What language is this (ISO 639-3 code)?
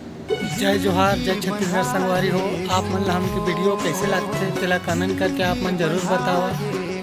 hne